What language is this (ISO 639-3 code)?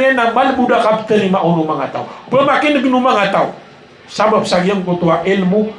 mrw